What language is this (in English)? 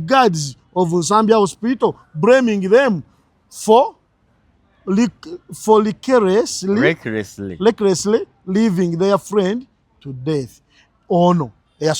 Ganda